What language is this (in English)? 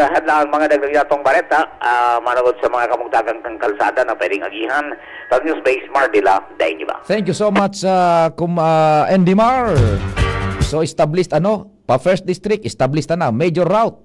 Bikol